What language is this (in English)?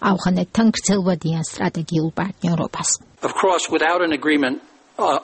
Georgian